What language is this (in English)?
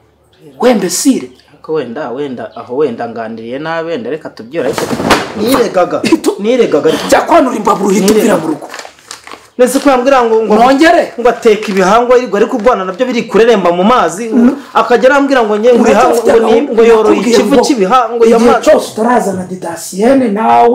Kinyarwanda